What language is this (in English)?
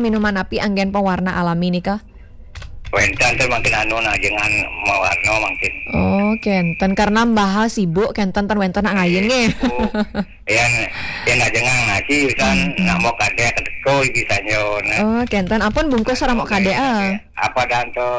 Balinese